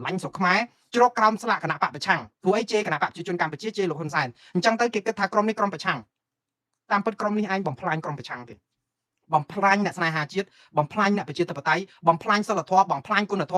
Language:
Khmer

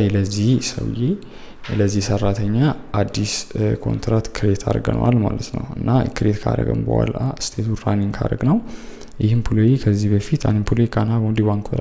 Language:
Amharic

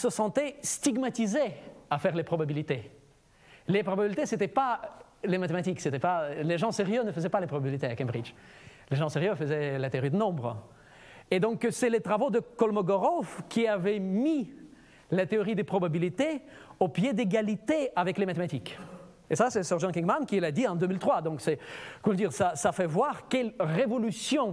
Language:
French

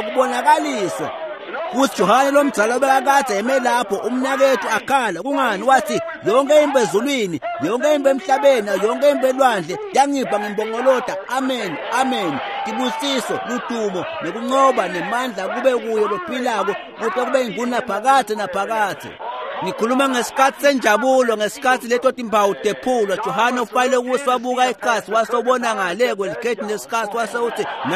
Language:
Swati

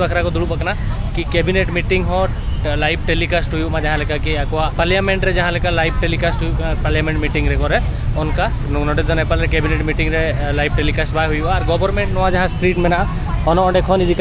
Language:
Santali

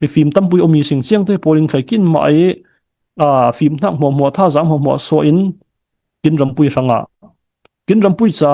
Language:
Falam Chin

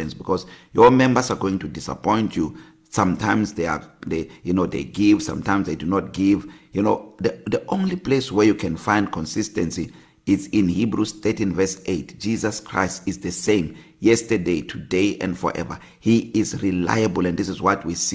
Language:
English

